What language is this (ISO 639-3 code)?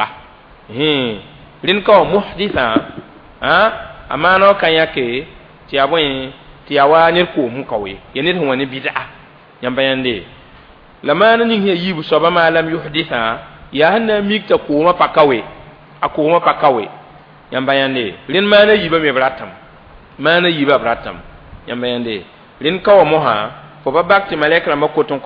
mos